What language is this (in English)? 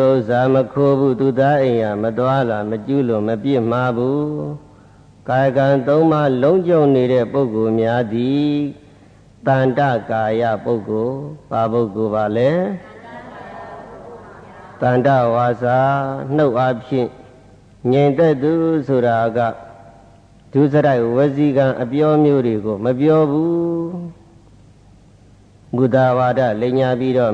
Burmese